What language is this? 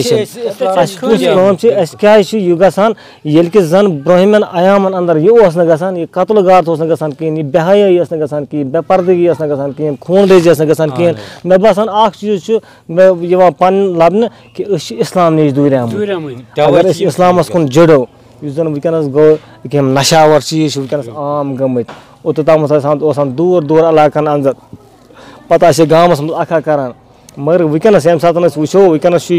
Kashmiri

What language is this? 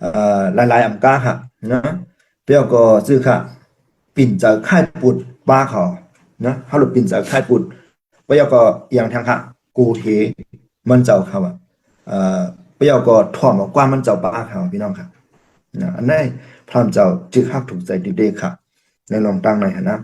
Shan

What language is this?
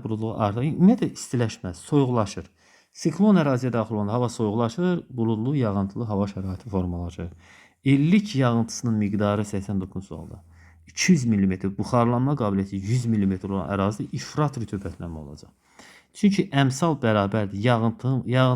Azerbaijani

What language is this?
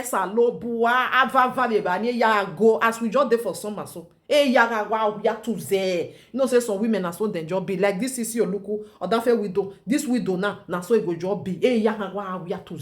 Nigerian Pidgin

